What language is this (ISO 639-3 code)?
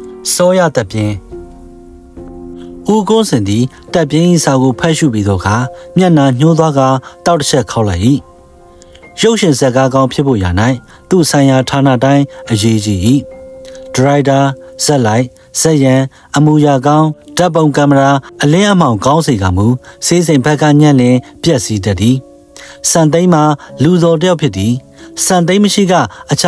mya